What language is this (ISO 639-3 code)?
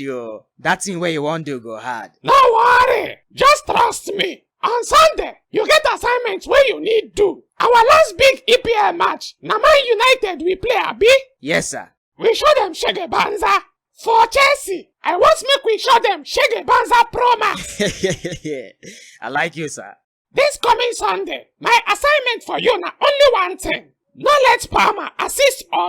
pcm